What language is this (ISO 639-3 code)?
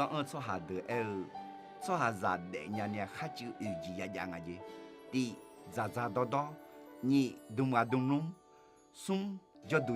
ahk